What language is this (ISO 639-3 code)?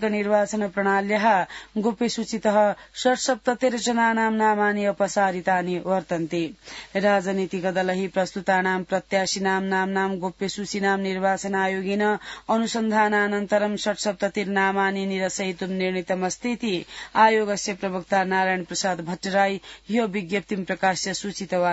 san